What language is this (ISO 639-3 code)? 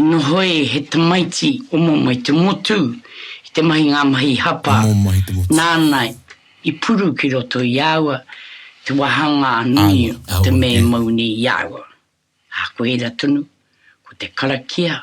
mri